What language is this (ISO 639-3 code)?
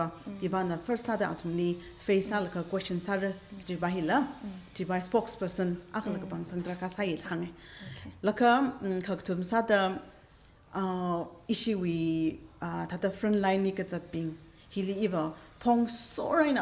nmf